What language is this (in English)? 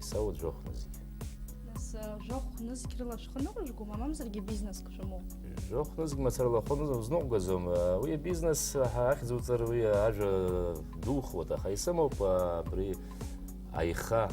Abkhazian